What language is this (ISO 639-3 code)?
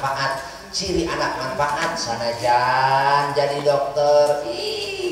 sun